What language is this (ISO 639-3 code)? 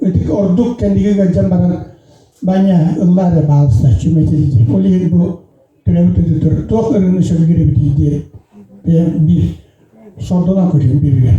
sah